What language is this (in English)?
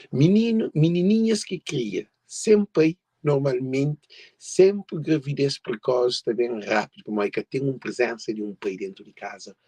Kabuverdianu